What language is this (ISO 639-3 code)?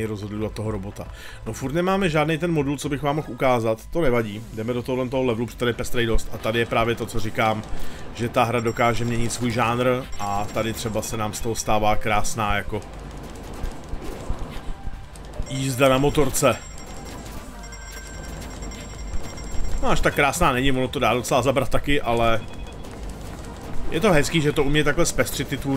ces